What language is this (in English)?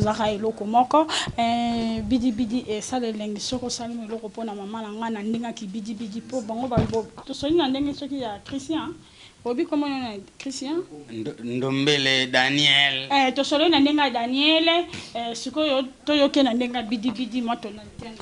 Lingala